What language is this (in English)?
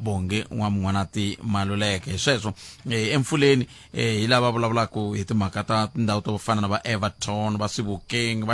Tsonga